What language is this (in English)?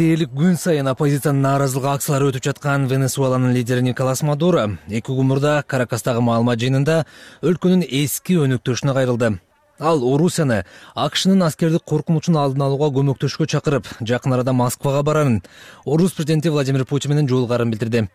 Kyrgyz